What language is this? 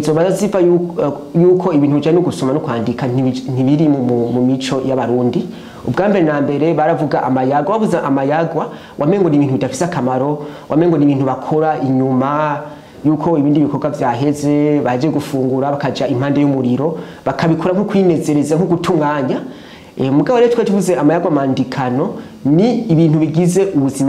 Rundi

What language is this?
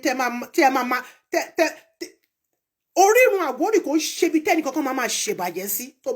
Yoruba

